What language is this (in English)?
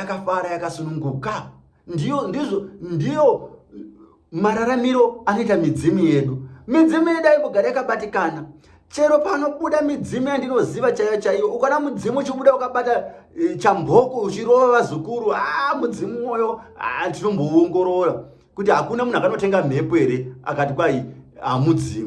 Shona